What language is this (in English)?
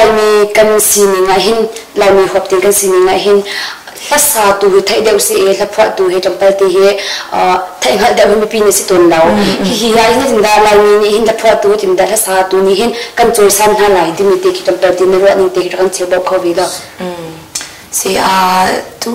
Hakha Chin